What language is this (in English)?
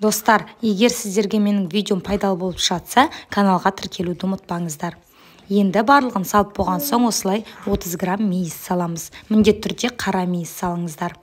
Kazakh